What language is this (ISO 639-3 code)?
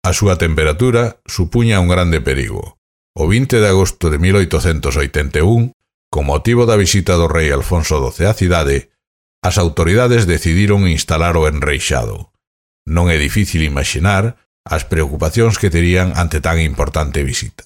glg